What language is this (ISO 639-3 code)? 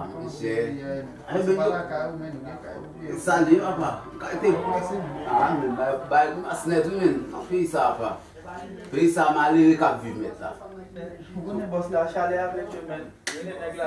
hat